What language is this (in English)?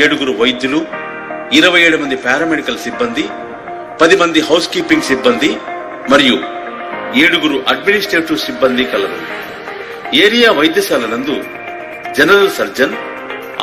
Telugu